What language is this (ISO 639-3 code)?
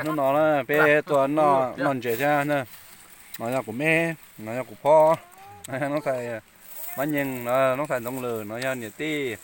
hmn